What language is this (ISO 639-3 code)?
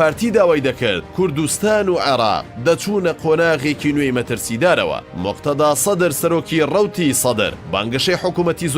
ckb